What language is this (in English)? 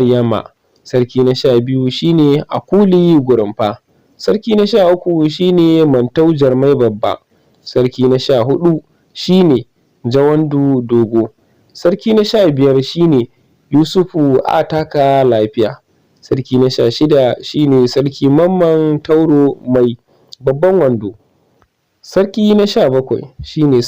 Hausa